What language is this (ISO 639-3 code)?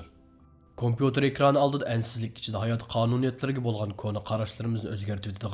uig